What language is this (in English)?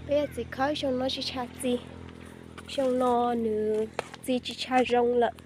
Hmong